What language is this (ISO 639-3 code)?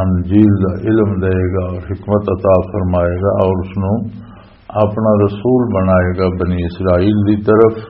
lah